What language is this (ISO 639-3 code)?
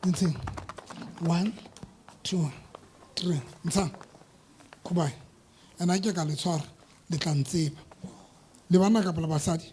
sot